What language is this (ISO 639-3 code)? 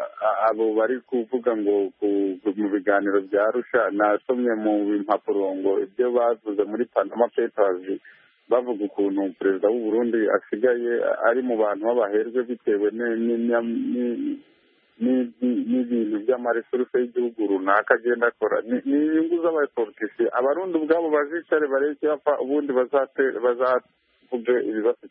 kin